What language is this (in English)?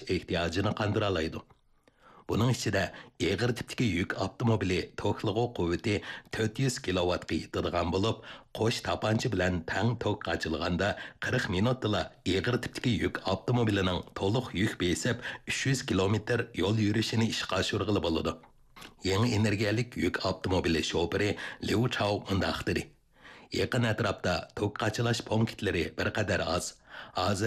Uyghur